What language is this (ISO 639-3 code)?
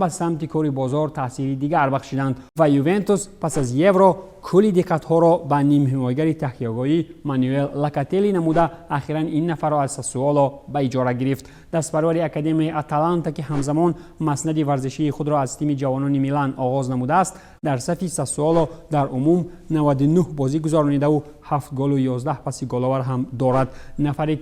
tgk